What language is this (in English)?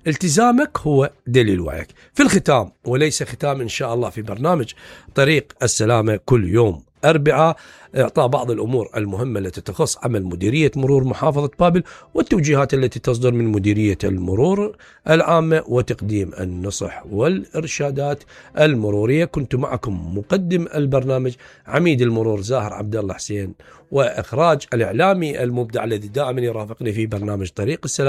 Mesopotamian Arabic